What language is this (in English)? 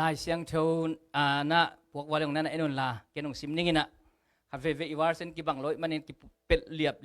Tedim Chin